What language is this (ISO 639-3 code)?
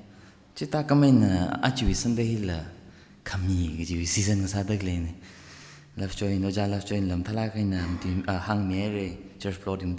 nmf